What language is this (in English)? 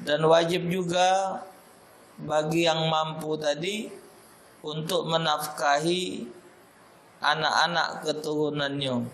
Musi